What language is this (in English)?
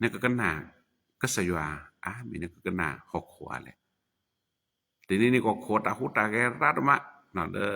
S'gaw Karen